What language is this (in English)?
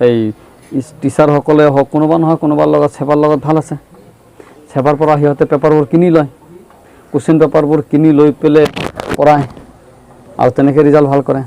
Assamese